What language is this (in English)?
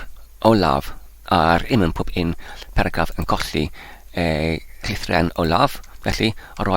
Welsh